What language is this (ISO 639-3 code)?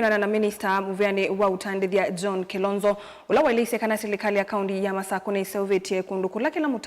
kam